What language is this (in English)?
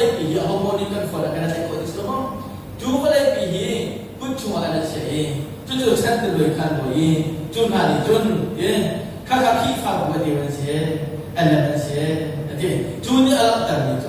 Hakha Chin